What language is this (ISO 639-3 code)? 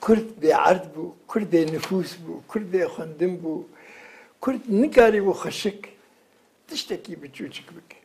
kur